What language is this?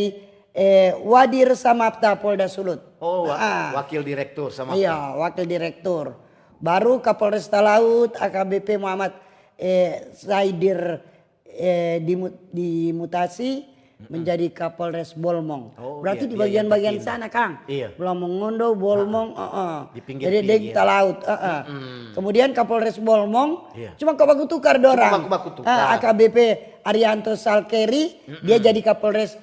Manado Malay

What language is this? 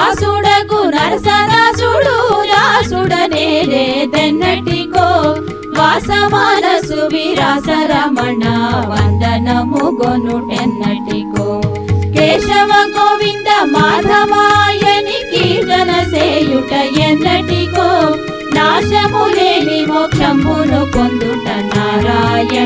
Telugu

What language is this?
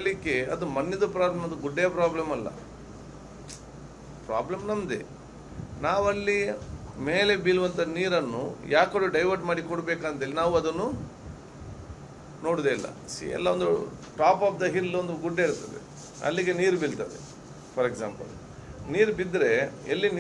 Kannada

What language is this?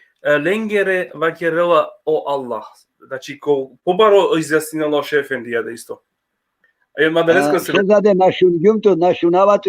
Balkan Romani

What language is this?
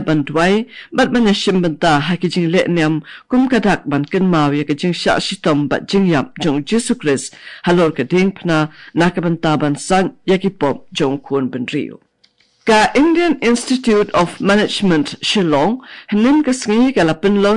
Khasi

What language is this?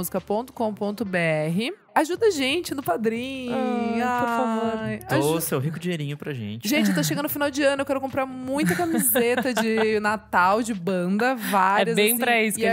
Portuguese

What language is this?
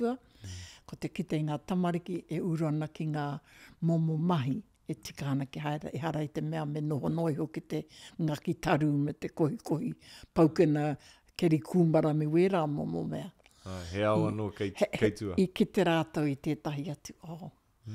Māori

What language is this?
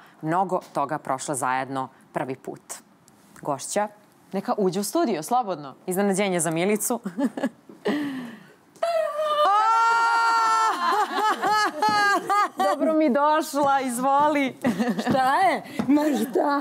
Serbian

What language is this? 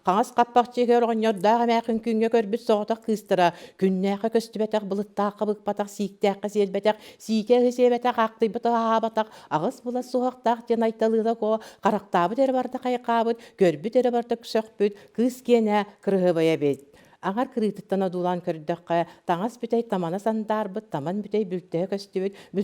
Yakut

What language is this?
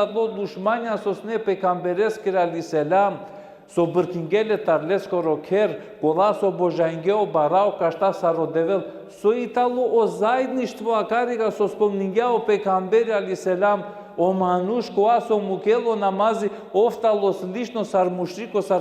Balkan Romani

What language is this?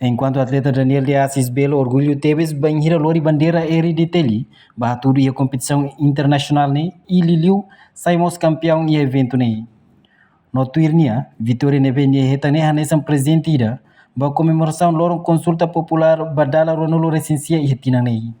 Tetum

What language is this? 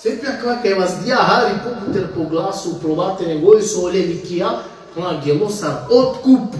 Balkan Romani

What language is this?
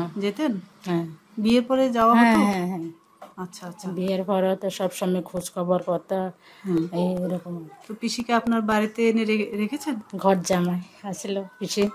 Bangla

